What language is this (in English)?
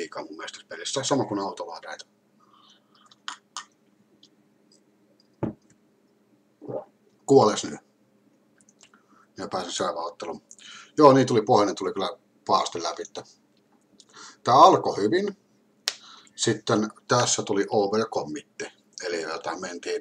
Finnish